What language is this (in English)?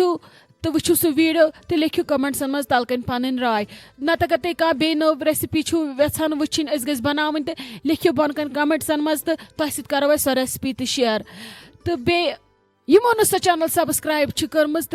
Kashmiri